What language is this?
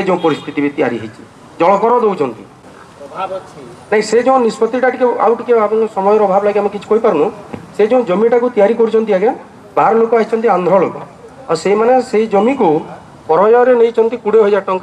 Odia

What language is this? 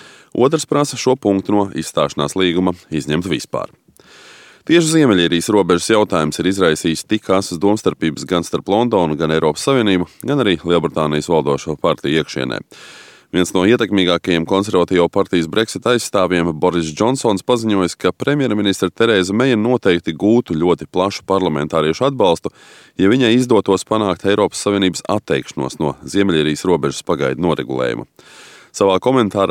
Latvian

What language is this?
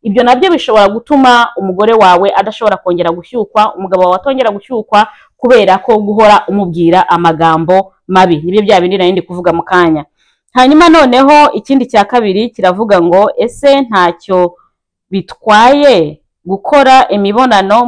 Kinyarwanda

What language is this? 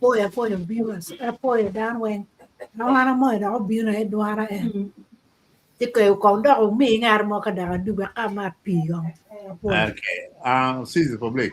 Acoli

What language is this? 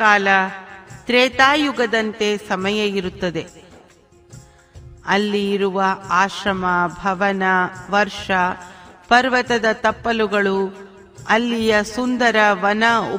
Kannada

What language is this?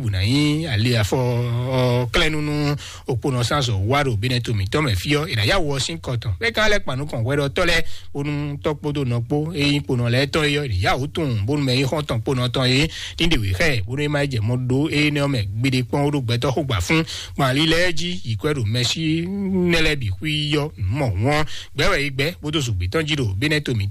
Fon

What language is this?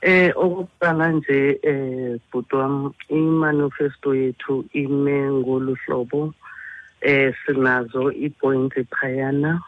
Xhosa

